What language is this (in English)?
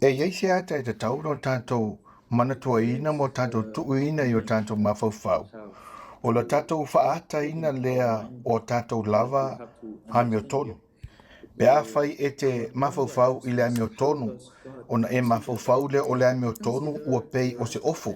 Samoan